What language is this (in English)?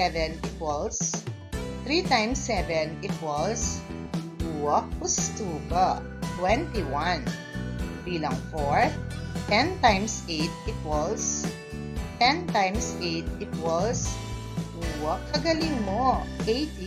Pampanga